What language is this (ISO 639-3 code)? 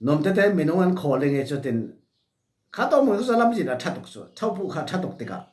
cfm